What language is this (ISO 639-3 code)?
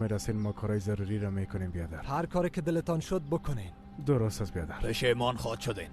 tgk